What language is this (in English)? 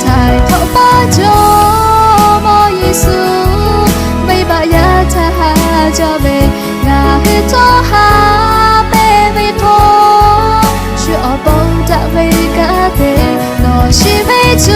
Lahu